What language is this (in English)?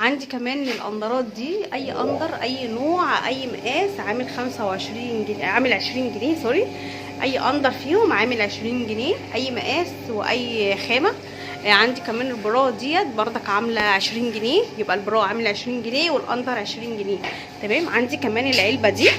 Egyptian Arabic